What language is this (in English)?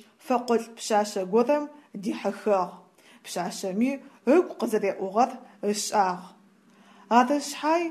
Adyghe